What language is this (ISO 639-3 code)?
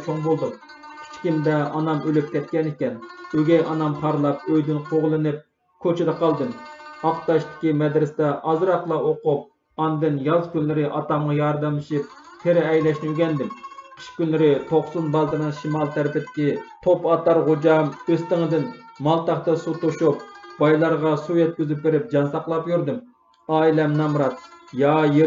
uig